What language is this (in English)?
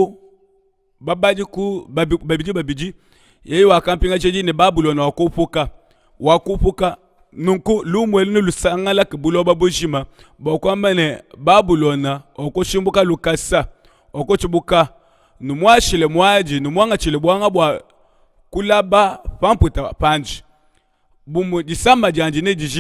Luba-Lulua